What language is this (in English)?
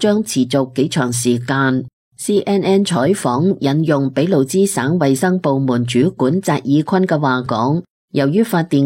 Cantonese